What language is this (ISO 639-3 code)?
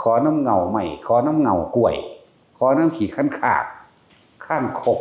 lao